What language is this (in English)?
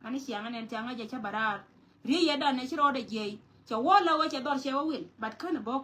Nuer